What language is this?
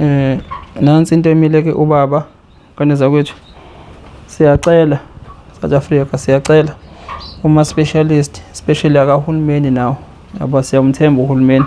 Zulu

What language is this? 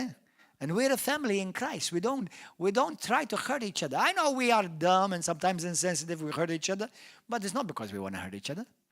English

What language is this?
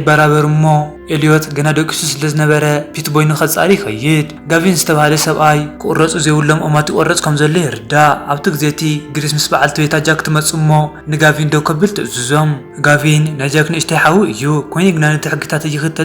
Tigrinya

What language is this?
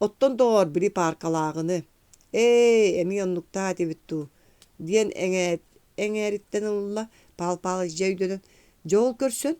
Yakut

